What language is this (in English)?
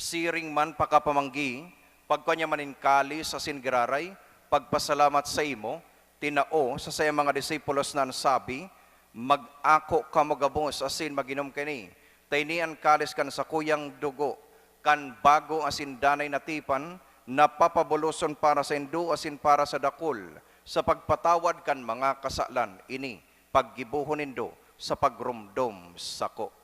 Bikol